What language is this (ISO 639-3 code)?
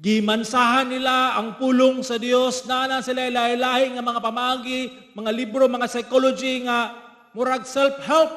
ceb